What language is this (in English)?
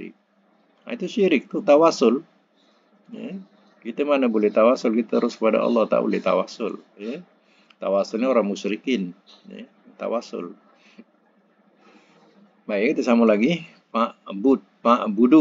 Malay